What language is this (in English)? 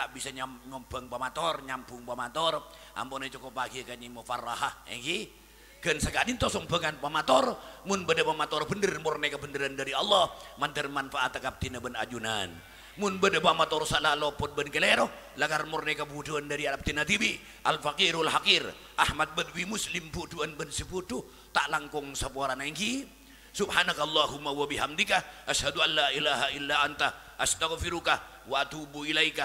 Madurese